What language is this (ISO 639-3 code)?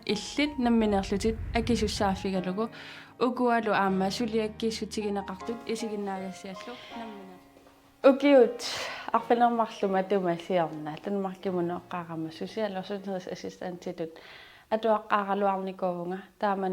kal